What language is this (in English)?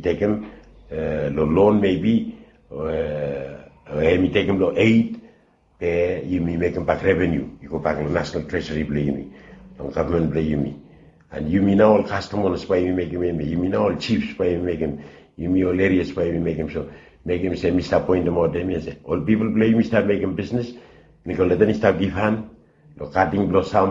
Bislama